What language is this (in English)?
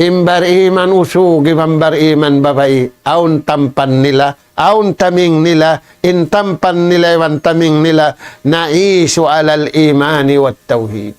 Tausug